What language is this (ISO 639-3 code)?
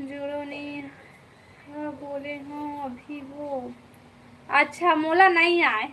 hne